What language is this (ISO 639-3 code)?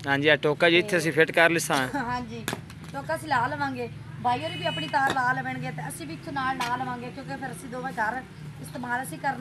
pan